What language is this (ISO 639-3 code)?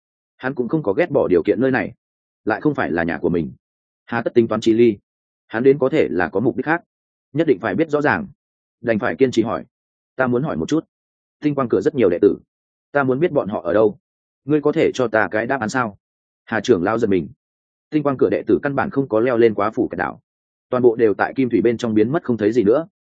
vie